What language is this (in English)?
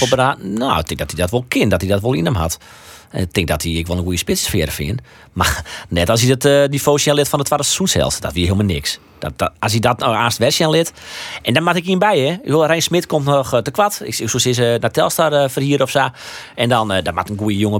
Western Frisian